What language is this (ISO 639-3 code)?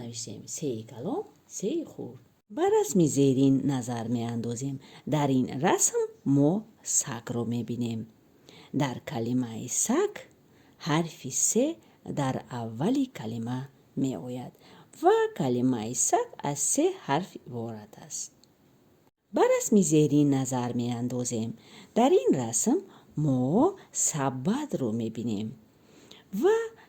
tgk